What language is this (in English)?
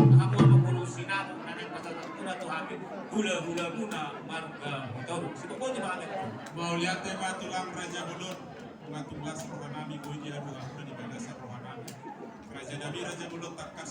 Batak Toba